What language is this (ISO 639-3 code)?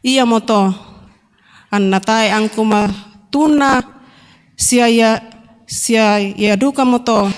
sda